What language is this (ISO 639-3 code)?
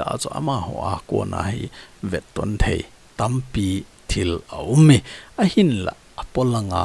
tcz